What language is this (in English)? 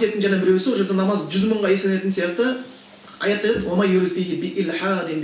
Kazakh